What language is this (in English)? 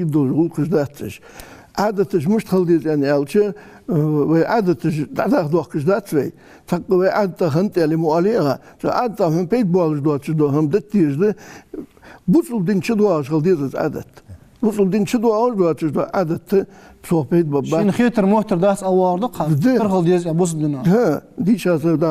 Ingush